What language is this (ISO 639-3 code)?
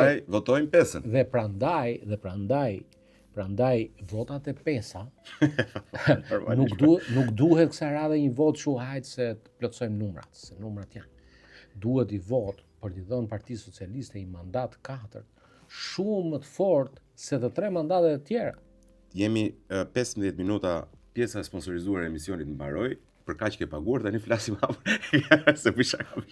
sqi